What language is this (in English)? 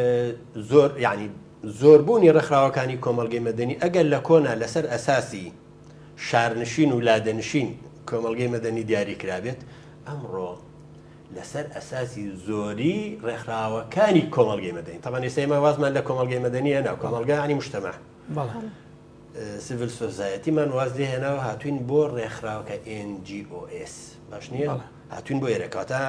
Central Kurdish